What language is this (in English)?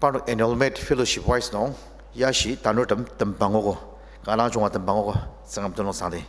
Ao Naga